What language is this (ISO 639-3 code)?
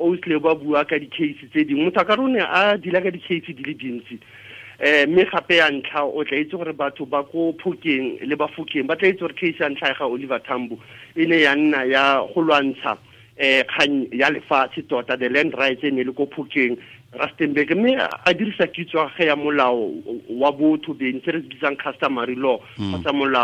tsn